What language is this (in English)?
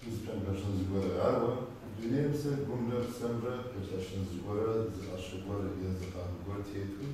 Kabardian